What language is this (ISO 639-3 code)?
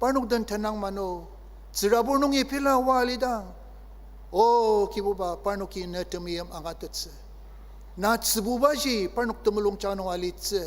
njo